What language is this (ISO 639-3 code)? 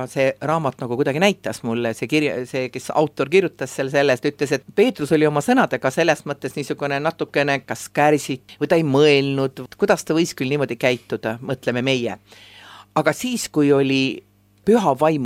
est